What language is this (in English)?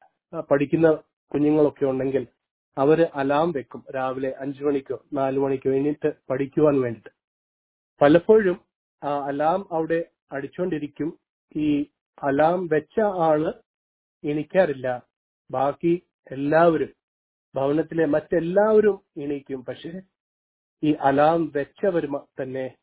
Malayalam